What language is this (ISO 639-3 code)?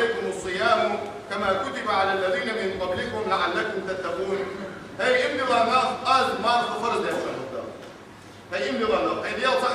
inh